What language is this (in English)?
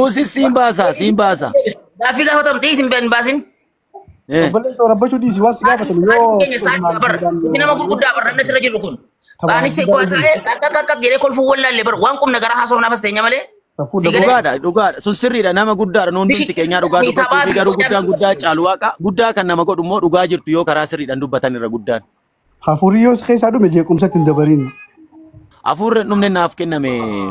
Oromo